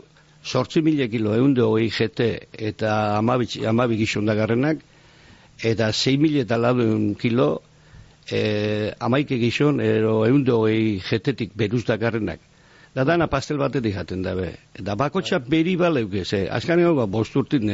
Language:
Basque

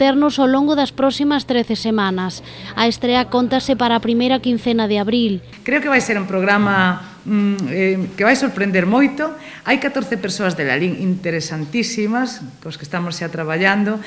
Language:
Galician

